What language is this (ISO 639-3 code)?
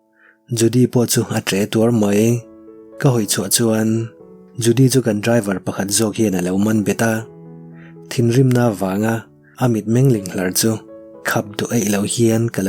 lus